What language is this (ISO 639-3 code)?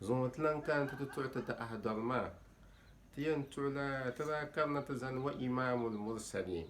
dag